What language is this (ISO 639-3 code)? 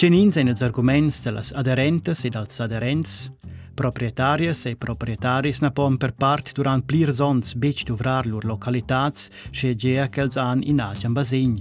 roh